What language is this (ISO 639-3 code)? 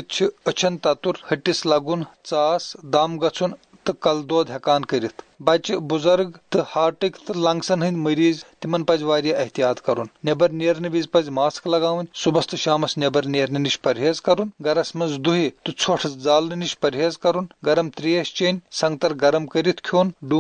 kas